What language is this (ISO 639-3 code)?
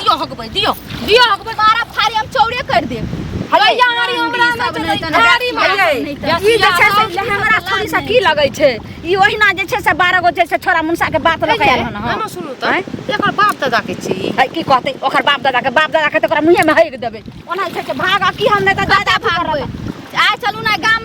mai